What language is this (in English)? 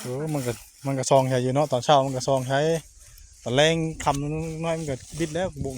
Northeastern Thai